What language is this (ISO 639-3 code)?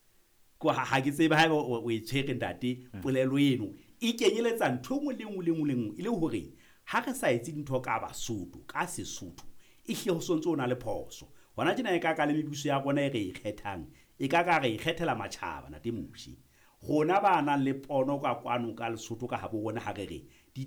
sot